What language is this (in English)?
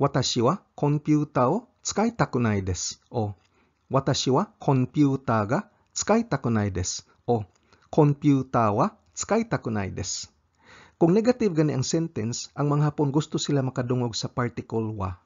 Cebuano